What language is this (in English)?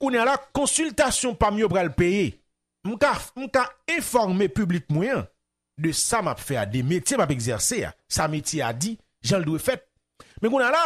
Haitian Creole